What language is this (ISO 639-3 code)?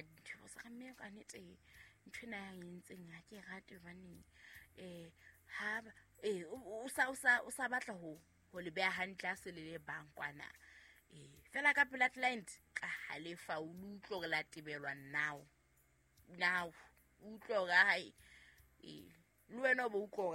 sot